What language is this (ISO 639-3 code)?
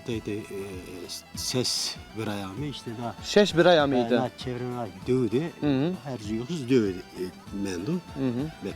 zza